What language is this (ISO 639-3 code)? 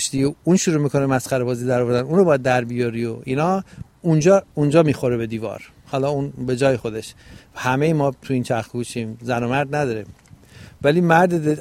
fas